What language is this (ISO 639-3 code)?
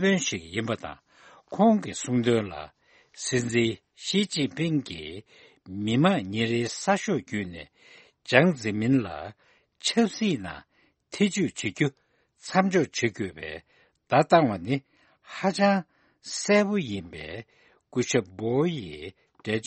bod